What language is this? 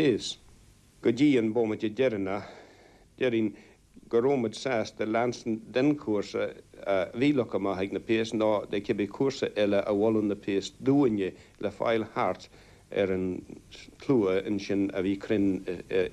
Irish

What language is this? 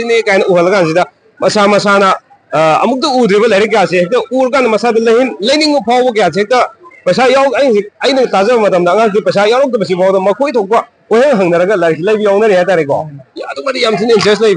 Manipuri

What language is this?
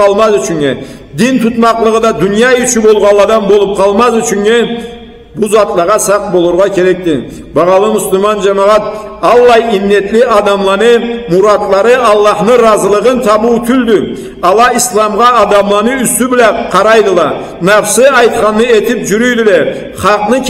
Karachay-Balkar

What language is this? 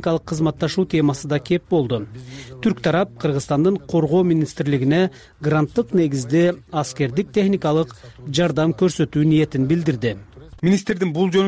Kyrgyz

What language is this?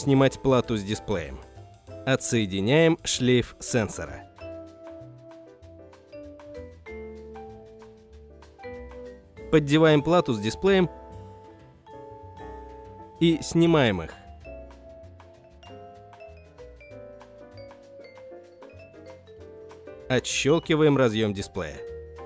Russian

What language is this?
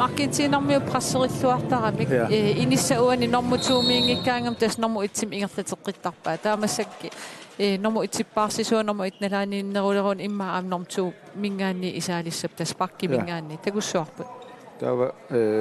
Kalaallisut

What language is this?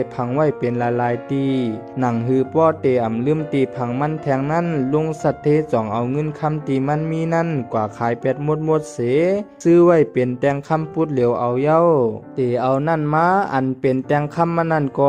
Shan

